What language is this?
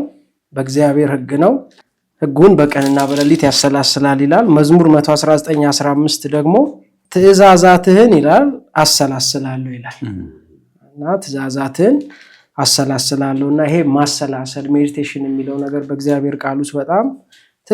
Amharic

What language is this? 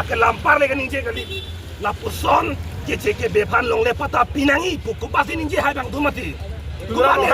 Karbi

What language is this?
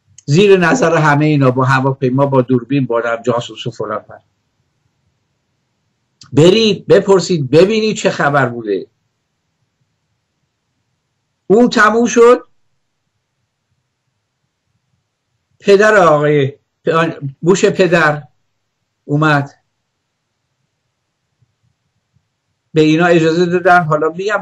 Persian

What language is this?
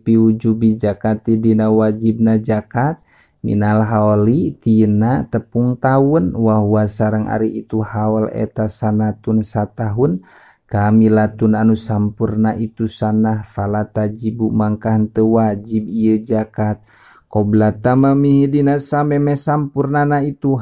Sundanese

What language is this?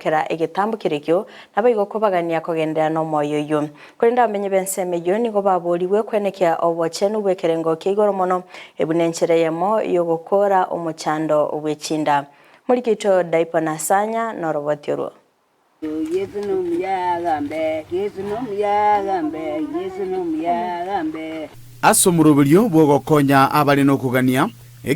Gusii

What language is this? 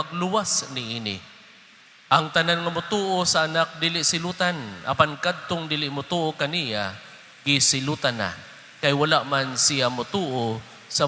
Cebuano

